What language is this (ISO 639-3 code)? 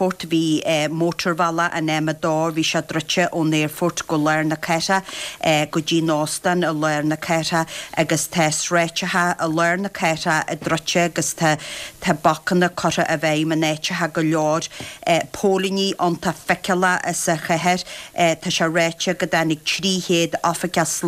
gle